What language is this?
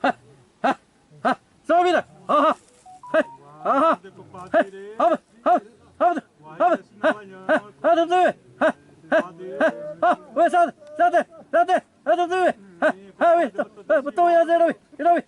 Xavánte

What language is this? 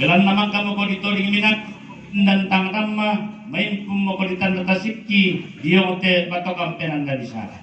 Toraja-Sa'dan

